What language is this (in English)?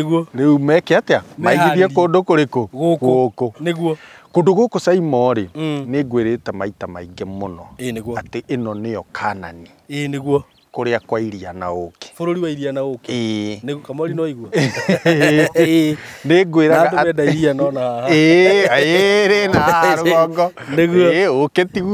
Kikuyu